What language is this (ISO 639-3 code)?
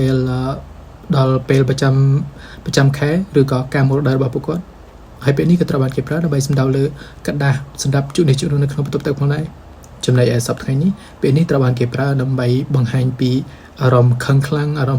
khm